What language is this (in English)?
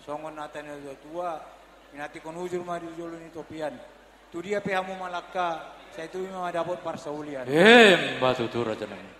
Batak Toba